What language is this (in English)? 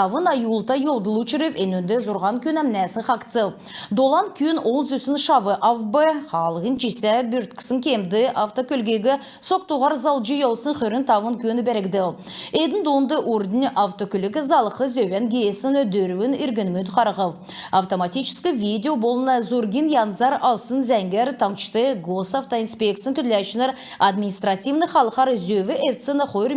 Kalmyk